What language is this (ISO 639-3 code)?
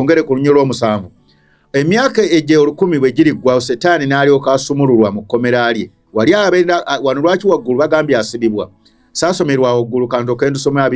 lug